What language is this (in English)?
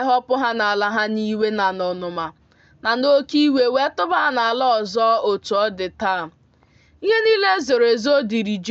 Igbo